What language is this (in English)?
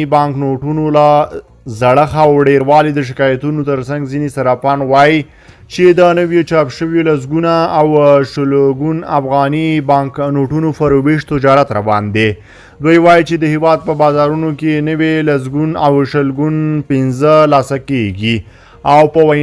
Pashto